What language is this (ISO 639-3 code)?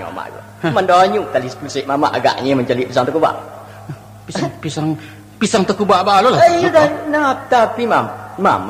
min